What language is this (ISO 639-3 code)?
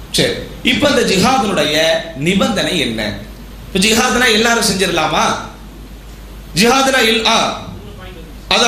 tam